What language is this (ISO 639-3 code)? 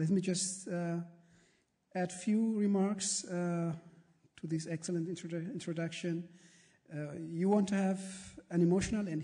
eng